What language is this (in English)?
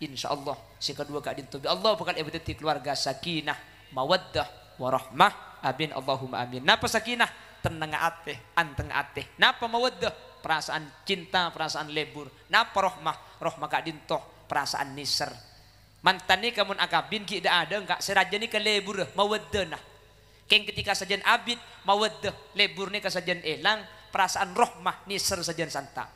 Madurese